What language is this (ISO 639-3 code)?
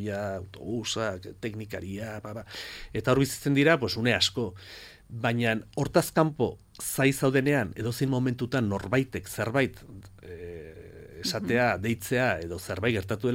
eus